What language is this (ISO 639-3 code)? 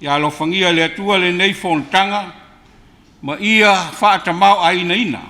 smo